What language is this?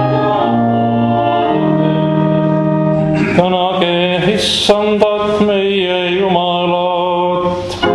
Estonian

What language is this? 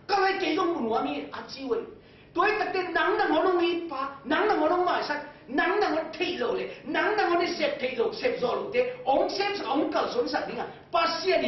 Tedim Chin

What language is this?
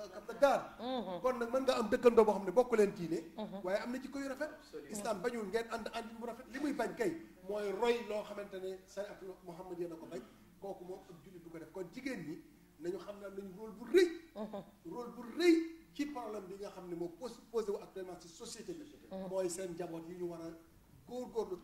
Wolof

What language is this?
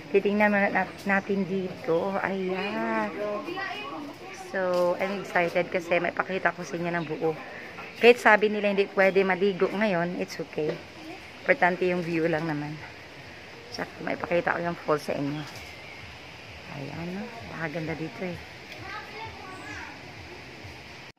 Filipino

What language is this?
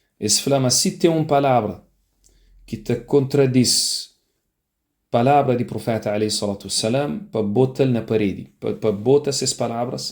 Kabuverdianu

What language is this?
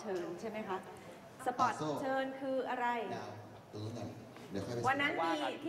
Thai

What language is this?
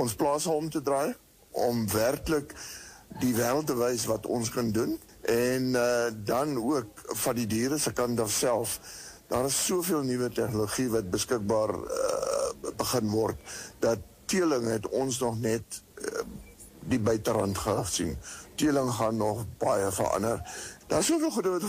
Afrikaans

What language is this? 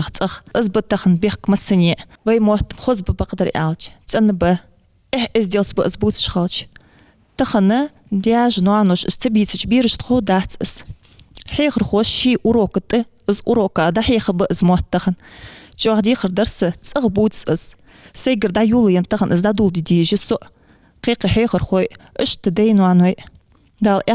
Ingush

